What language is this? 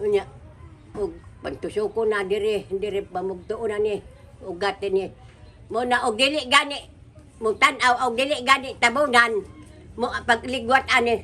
Cebuano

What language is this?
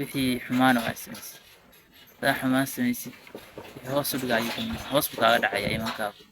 Somali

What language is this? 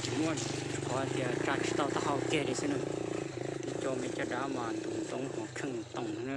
Hmong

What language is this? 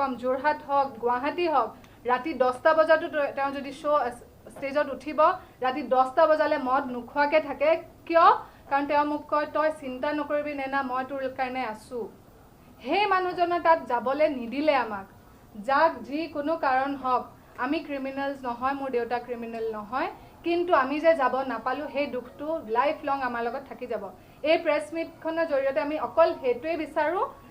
Assamese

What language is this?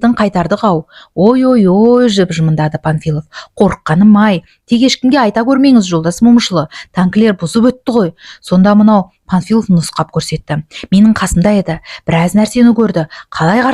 Kazakh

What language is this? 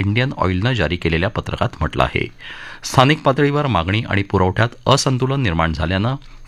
Marathi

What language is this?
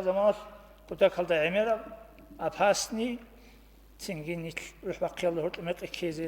Avaric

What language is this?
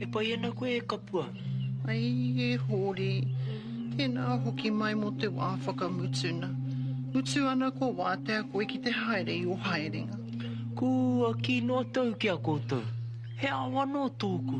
Māori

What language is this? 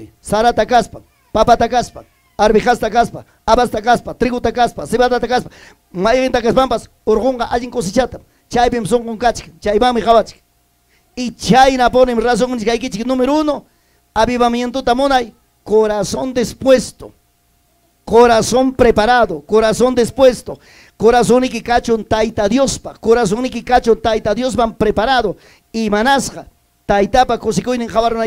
Ayacucho Quechua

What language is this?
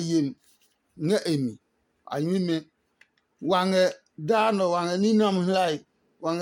Adangme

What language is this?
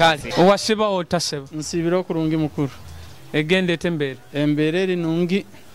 Nyoro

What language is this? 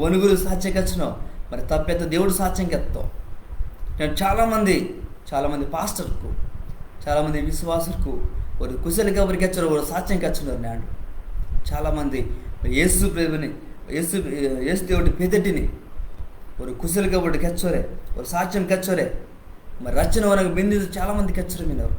Koya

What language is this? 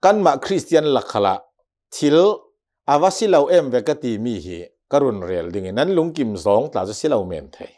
Hakha Chin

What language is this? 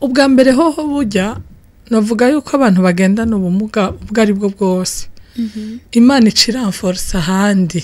Rundi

